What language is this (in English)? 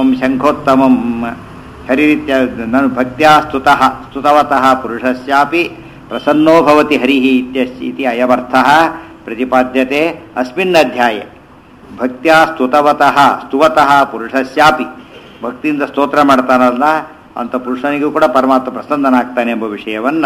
Kannada